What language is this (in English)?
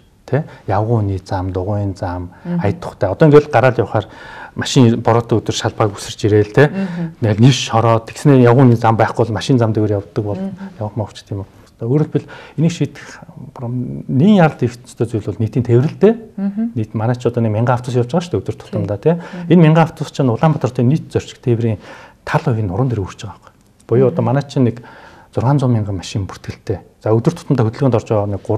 Mongolian